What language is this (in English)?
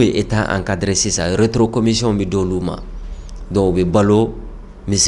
Bambara